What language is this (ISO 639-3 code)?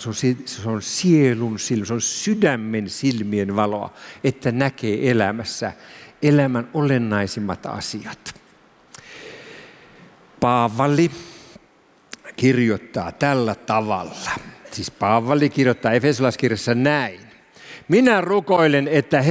fin